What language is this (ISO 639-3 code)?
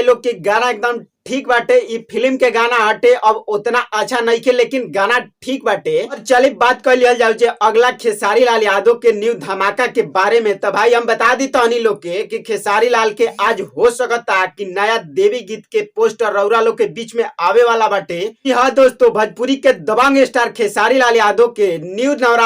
bho